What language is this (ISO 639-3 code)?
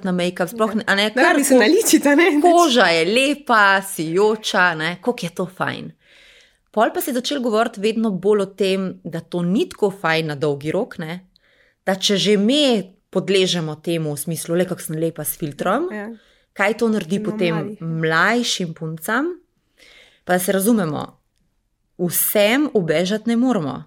slv